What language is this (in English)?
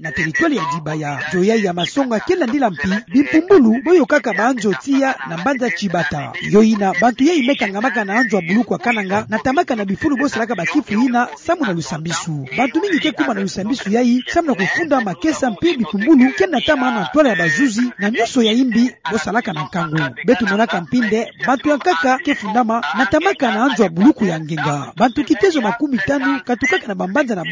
Kituba (Democratic Republic of Congo)